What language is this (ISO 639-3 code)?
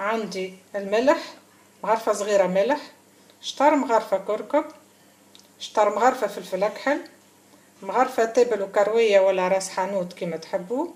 aeb